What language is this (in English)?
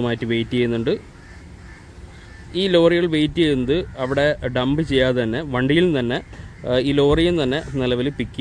Malayalam